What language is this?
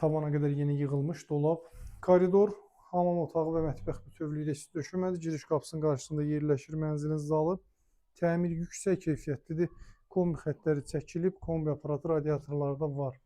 Azerbaijani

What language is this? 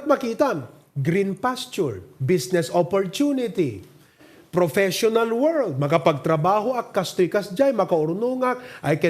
Iloko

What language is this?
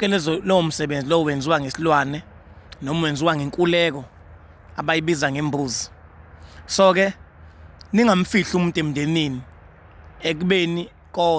Zulu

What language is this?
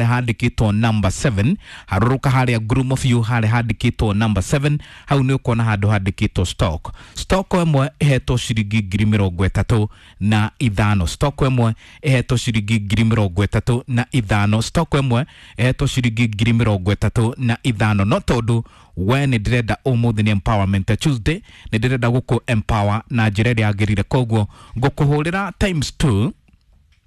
Kikuyu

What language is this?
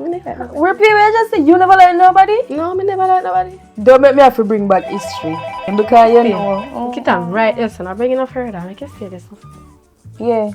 Jamaican Creole English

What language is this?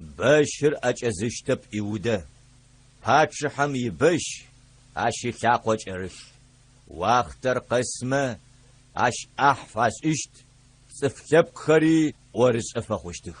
Adyghe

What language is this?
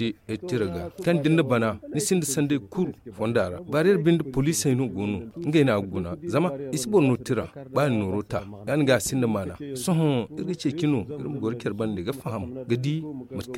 Zarma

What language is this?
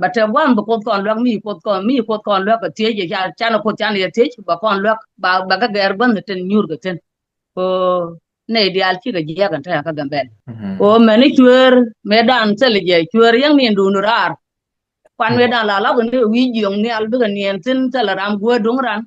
Nuer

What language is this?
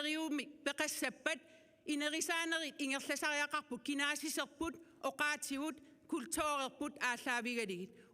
Kalaallisut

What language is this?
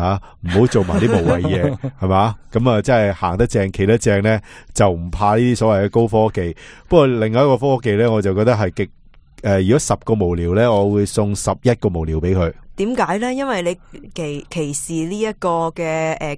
Cantonese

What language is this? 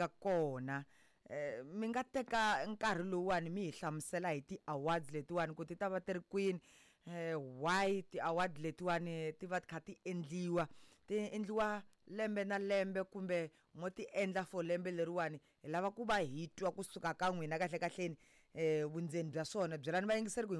Tsonga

